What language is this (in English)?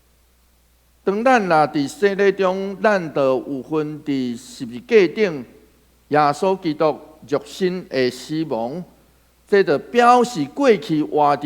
Min Nan Chinese